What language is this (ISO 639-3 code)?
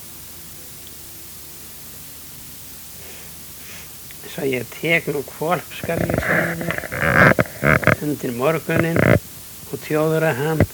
isl